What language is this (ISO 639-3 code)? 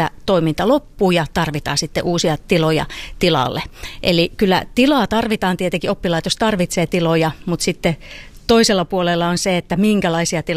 fin